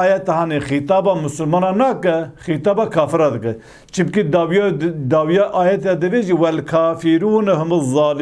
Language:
Kurdish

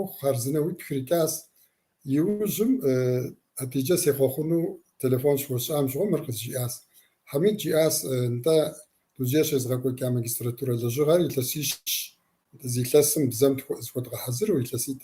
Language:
Kabardian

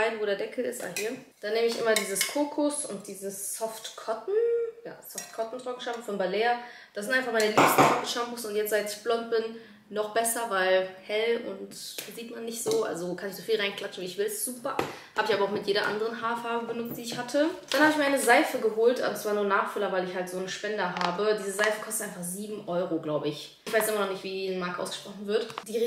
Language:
German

